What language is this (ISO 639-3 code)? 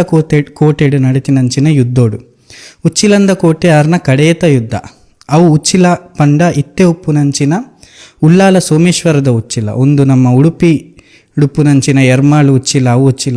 tcy